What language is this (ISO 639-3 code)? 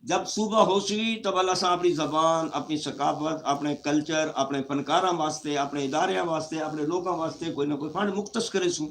skr